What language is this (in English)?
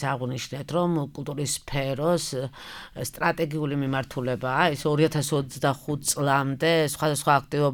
Georgian